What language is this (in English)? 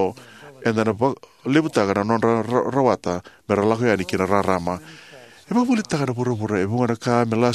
Fijian